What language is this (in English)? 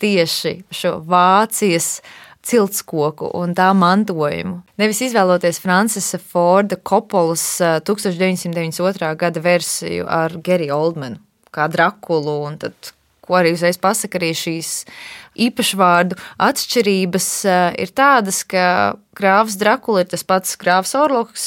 Latvian